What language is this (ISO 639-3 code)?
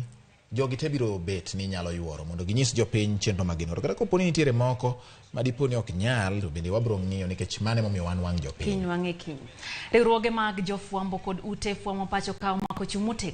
luo